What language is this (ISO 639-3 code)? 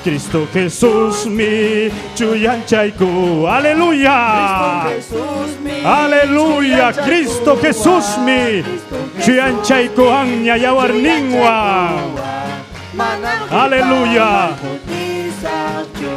quy